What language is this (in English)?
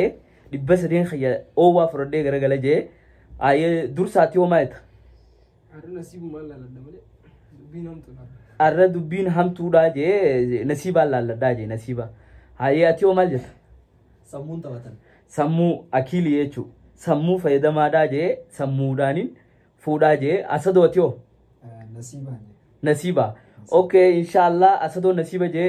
Oromo